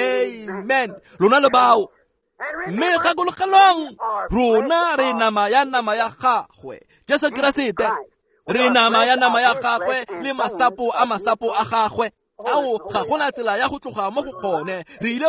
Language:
Tswana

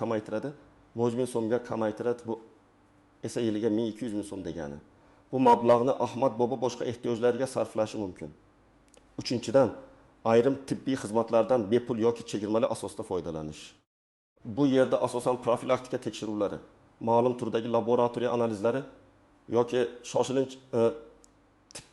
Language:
Uzbek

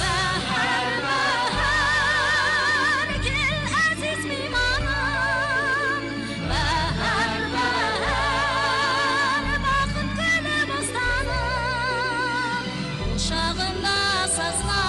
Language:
Kara-Kalpak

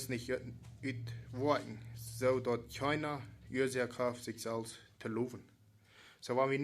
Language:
Plautdietsch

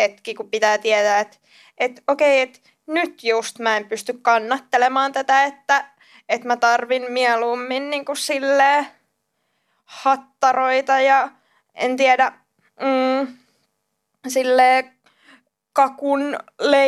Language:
Finnish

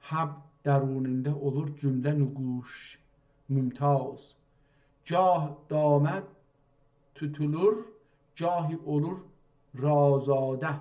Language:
South Azerbaijani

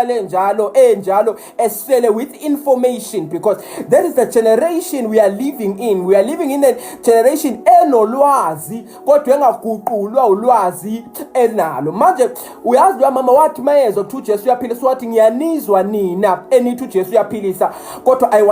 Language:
Zulu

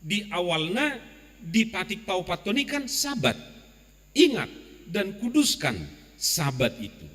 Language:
Batak Toba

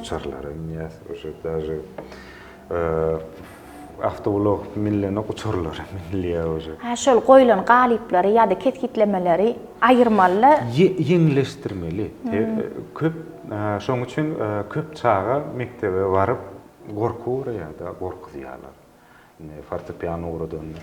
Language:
Turkmen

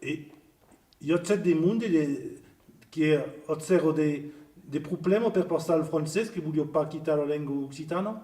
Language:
Occitan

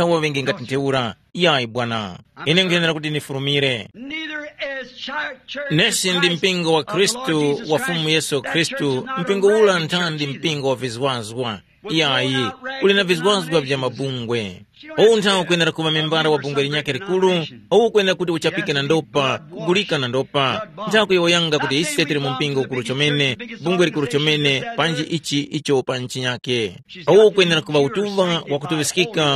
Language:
Tumbuka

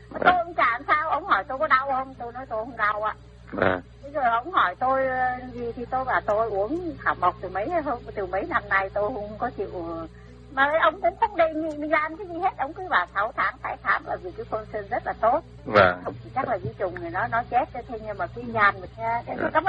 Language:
Vietnamese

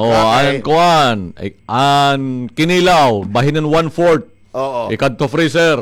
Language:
Waray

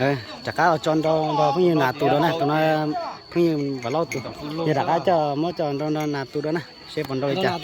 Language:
Hmong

